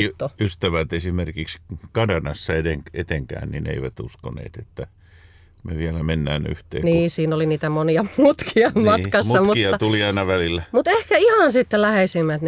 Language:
Finnish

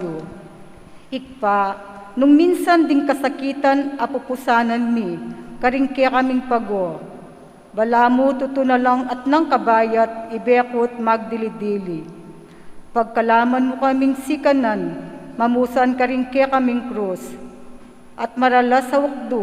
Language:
Pampanga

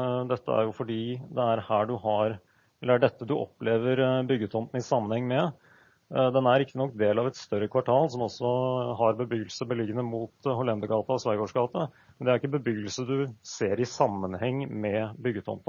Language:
Norwegian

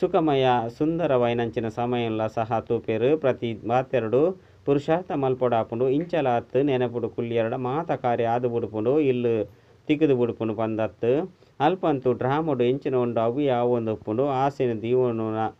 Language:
Tulu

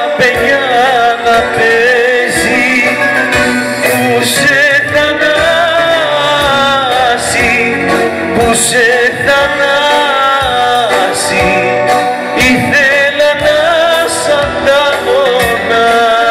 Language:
Greek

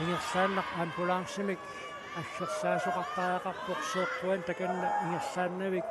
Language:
Kalaallisut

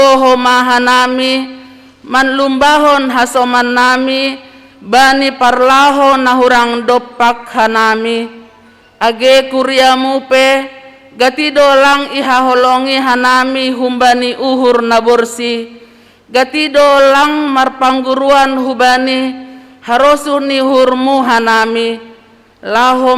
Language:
Batak Simalungun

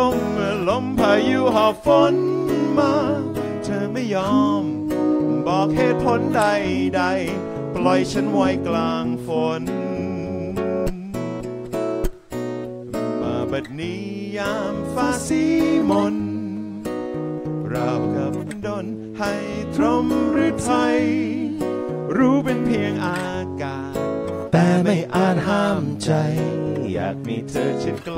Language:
Thai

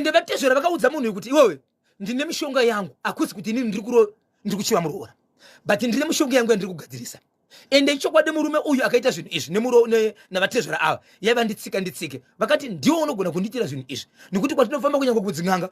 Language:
Shona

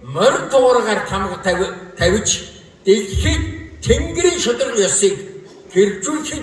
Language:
Mongolian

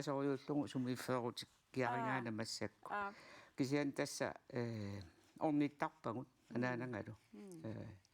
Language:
Kalaallisut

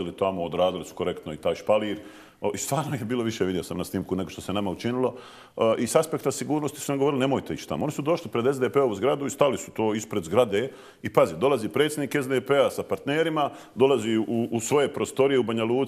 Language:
Bosnian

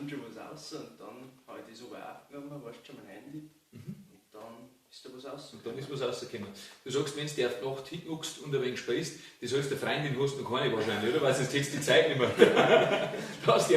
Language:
Bavarian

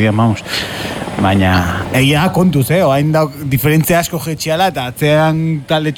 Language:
Basque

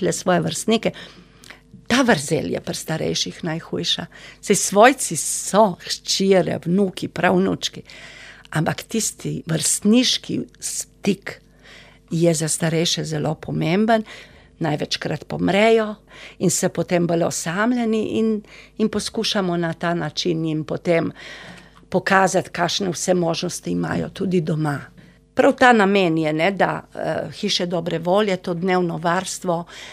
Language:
Slovenian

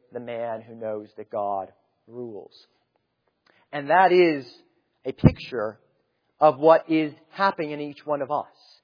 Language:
English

